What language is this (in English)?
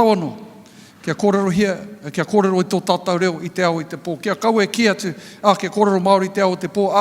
Māori